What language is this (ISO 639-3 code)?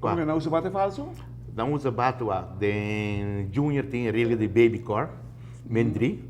pap